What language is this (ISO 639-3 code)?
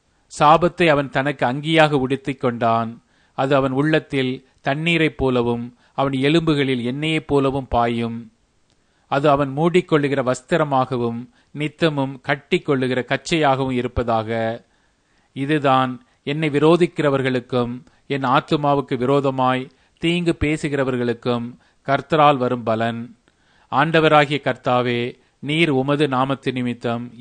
tam